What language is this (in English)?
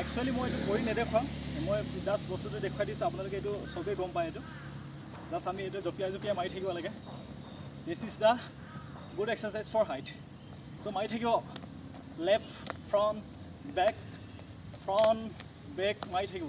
Assamese